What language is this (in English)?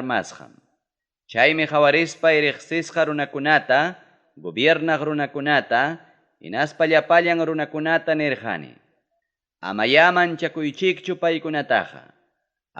Ayacucho Quechua